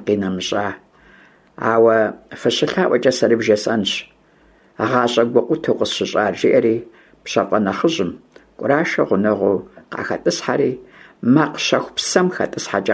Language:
Kabardian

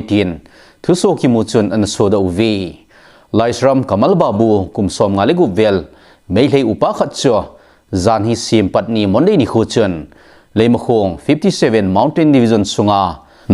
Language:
Thado Chin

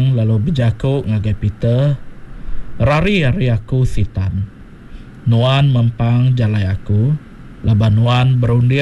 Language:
Iban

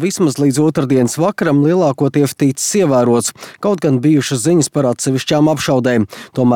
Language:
Latvian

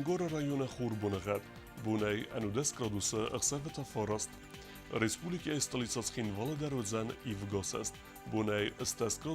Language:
Ossetic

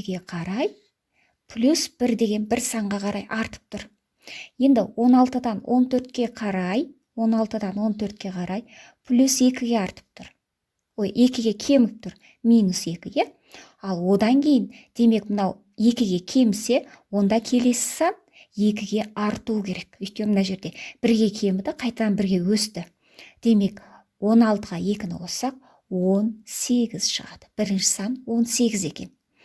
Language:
Kazakh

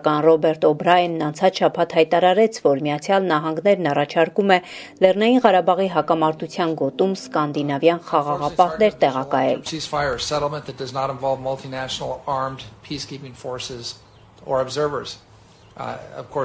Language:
Armenian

